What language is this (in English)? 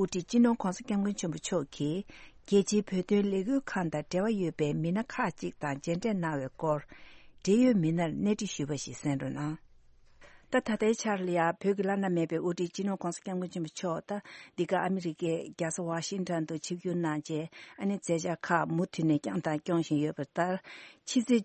Tibetan